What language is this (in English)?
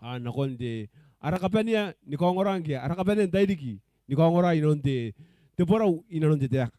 Gilbertese